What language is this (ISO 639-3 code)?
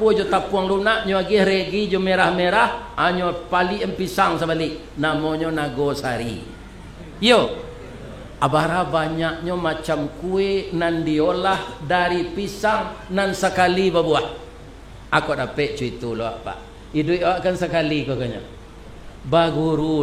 min